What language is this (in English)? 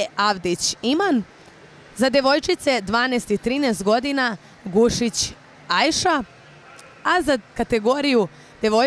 Serbian